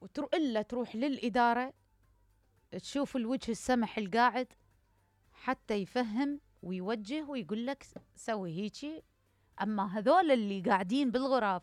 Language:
Mesopotamian Arabic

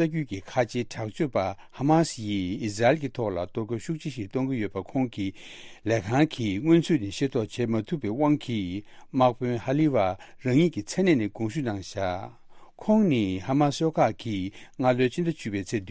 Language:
Tibetan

